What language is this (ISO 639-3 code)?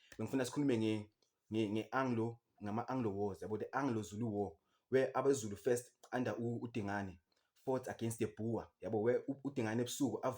zul